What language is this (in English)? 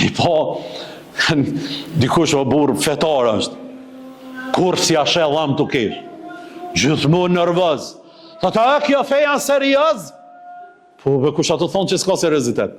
Albanian